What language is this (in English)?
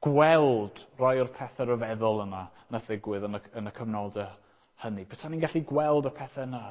Welsh